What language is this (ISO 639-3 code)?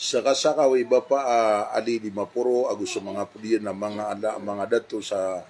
mrw